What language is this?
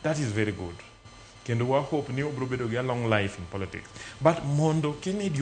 Luo (Kenya and Tanzania)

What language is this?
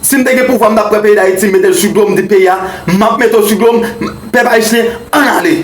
Haitian Creole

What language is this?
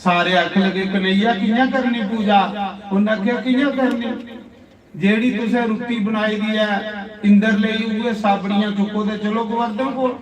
Dogri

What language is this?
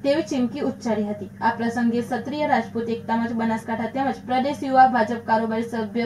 Gujarati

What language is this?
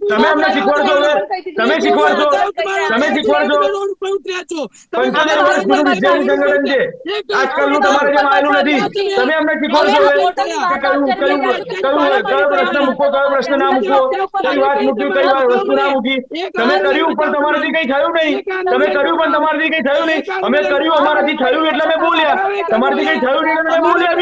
Gujarati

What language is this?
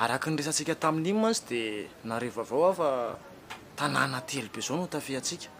Malagasy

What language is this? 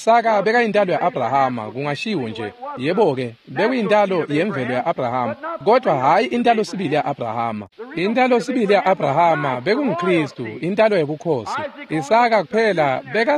Swati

